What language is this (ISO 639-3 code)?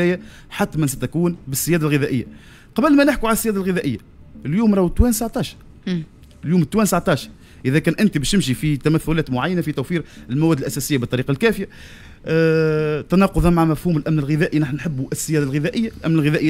aeb